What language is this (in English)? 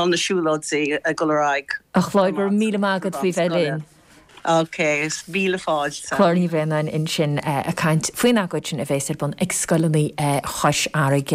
Irish